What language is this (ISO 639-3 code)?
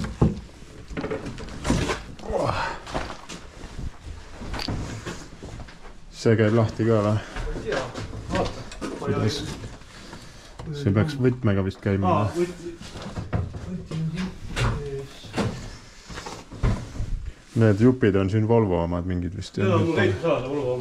est